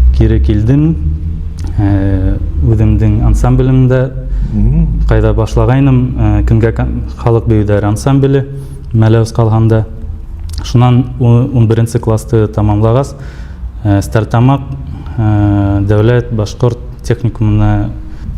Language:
Bashkir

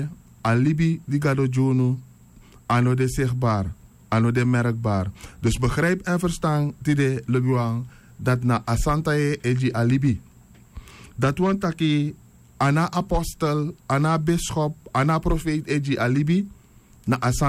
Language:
Sranan Tongo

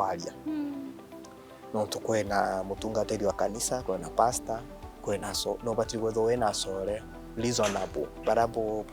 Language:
Meru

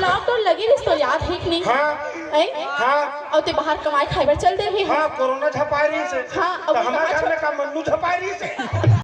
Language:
Chhattisgarhi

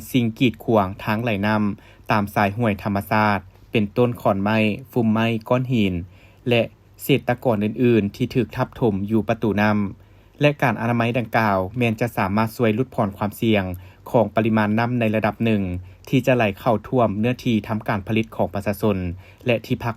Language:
Lao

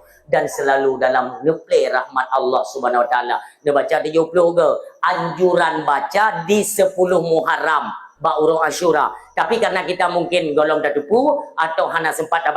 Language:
Achinese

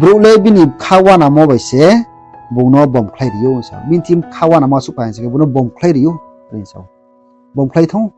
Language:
Riang (India)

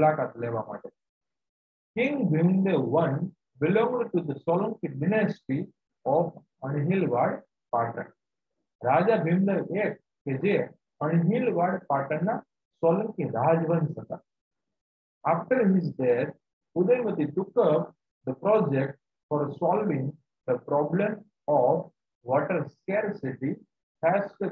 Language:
Gujarati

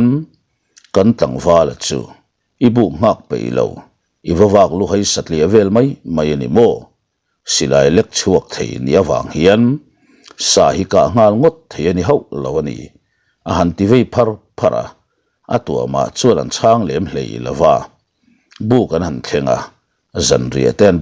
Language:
Mizo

